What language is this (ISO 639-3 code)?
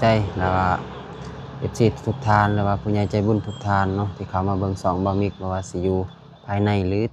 lao